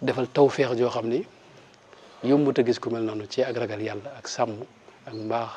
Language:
Wolof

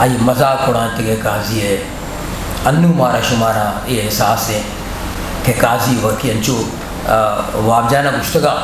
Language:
Eastern Balochi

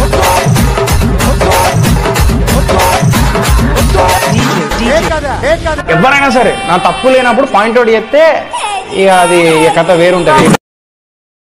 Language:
Telugu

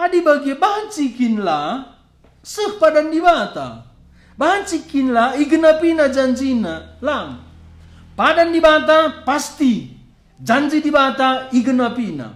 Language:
Batak Karo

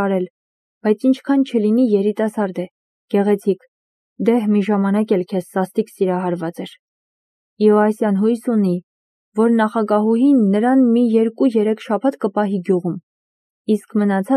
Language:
Armenian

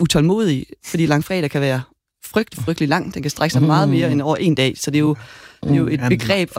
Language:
Danish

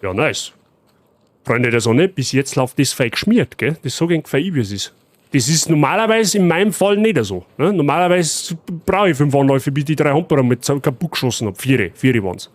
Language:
Bavarian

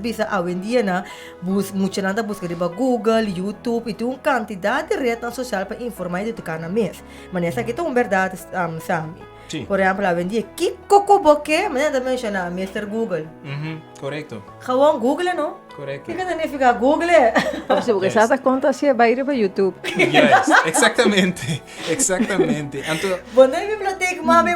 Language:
Papiamento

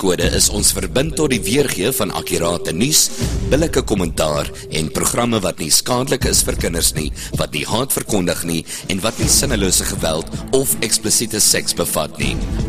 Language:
Afrikaans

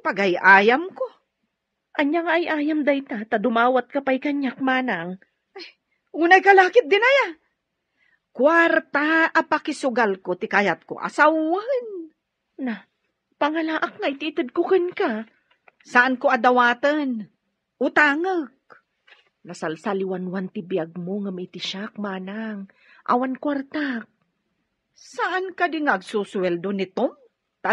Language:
Iloko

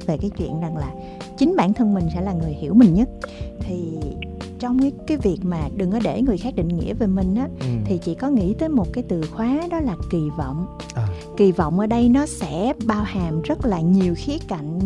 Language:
Vietnamese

